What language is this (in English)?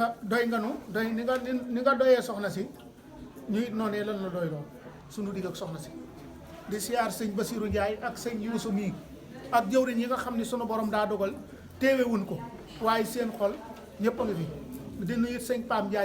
Wolof